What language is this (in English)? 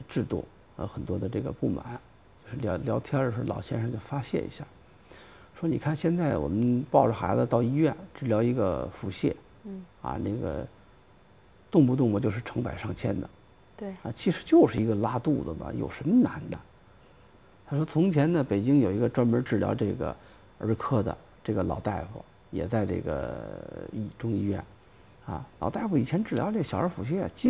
Chinese